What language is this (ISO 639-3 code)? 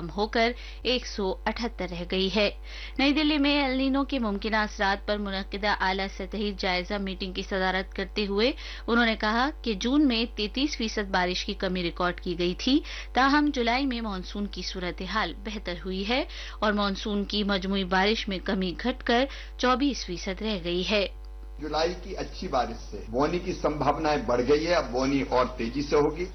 urd